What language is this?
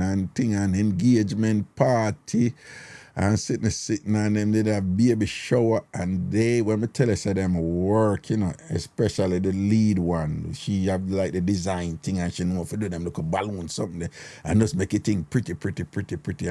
Jamaican Creole English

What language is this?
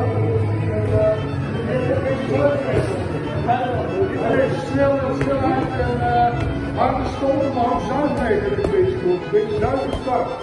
Dutch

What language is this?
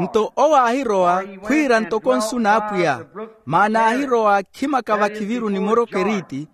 Makhuwa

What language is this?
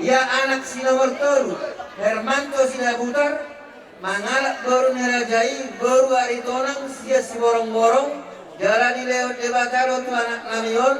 Batak Toba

